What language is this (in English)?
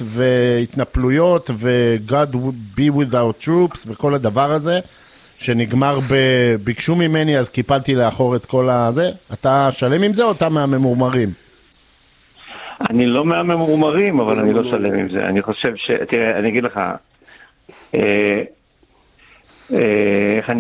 Hebrew